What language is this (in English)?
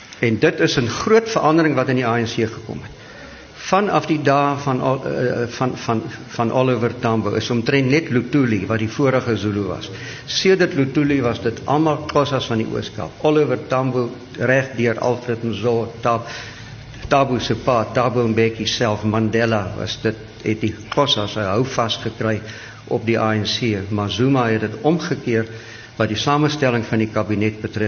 Afrikaans